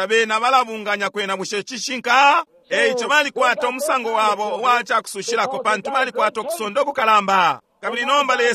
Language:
Bemba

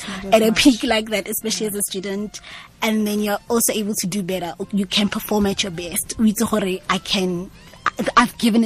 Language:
Tswana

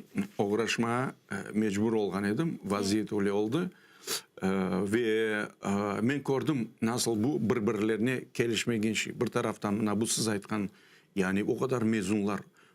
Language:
Crimean Tatar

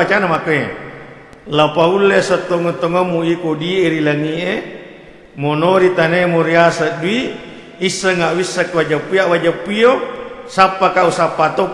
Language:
Buginese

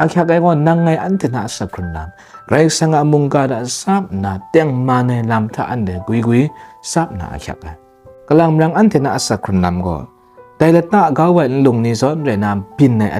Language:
Kachin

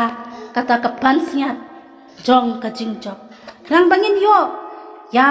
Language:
Khasi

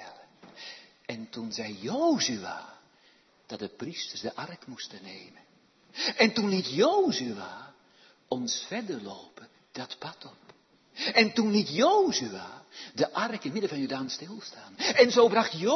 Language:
Dutch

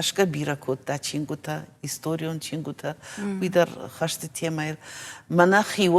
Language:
Ossetic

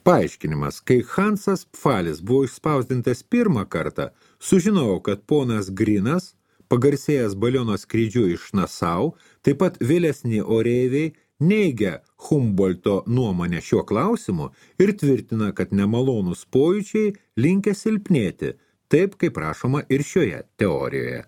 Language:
Lithuanian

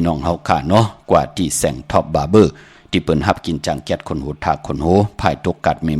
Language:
Shan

